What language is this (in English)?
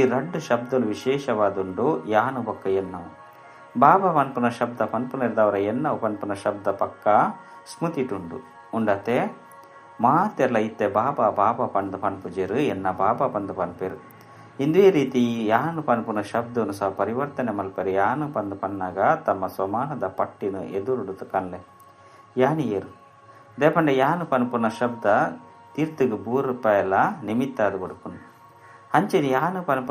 Tulu